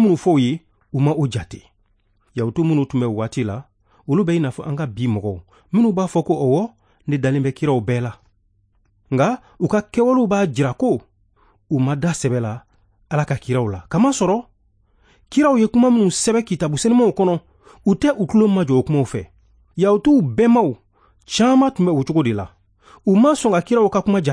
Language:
Bambara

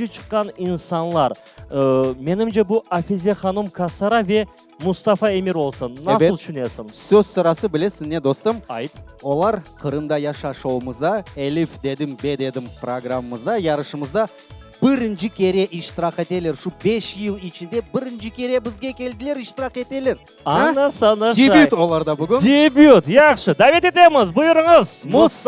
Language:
Crimean Tatar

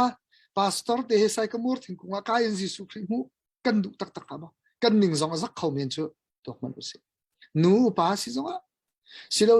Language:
Hakha Chin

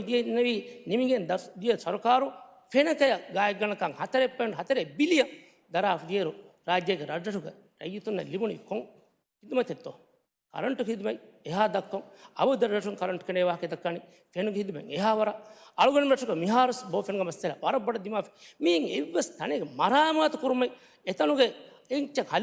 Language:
Divehi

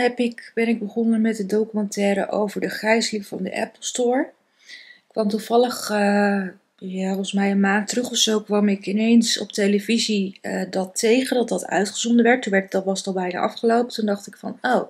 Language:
Dutch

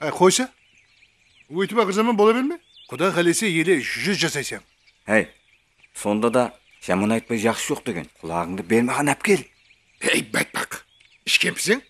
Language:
Kara-Kalpak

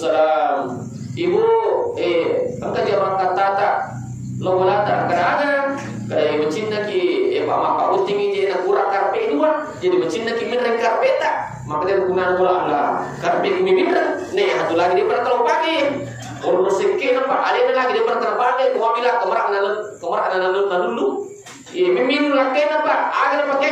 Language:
Buginese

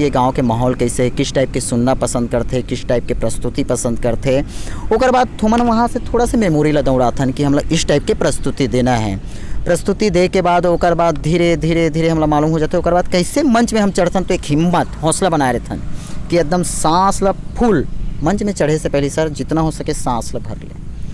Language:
Chhattisgarhi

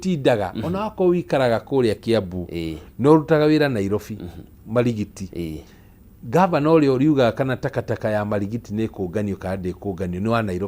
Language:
Kikuyu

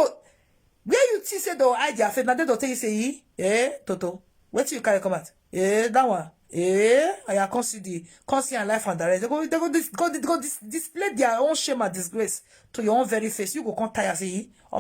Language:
Nigerian Pidgin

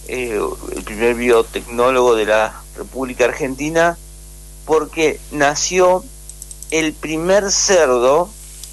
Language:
Spanish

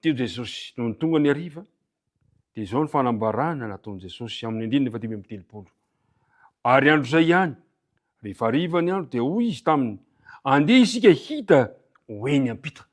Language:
Malagasy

